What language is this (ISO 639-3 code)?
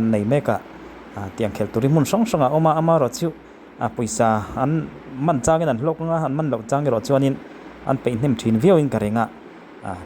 lus